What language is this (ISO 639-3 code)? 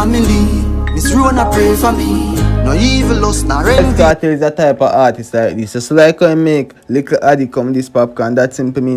jam